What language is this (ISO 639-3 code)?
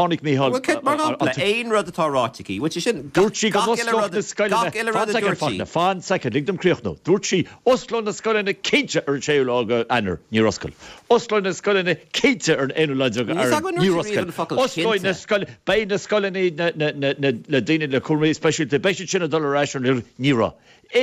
gle